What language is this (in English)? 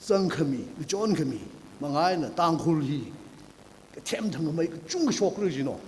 Tangkhul Naga (India)